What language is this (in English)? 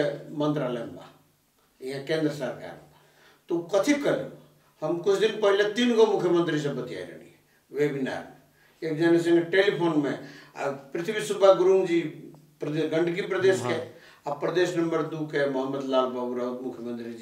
Bhojpuri